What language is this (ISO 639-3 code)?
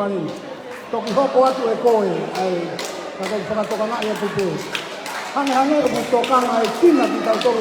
ton